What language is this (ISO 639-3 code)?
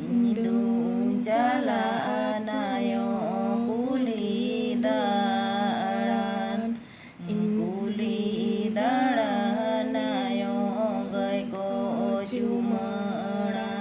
sat